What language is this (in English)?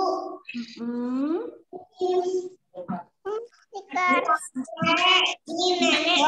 Indonesian